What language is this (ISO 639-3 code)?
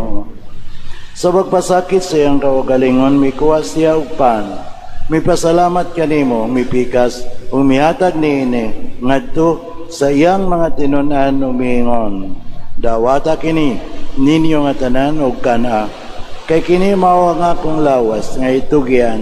ceb